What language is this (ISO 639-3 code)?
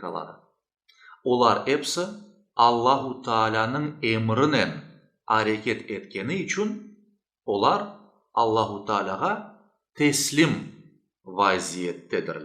crh